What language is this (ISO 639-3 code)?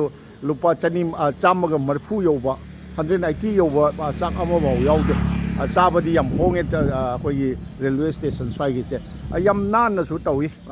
mni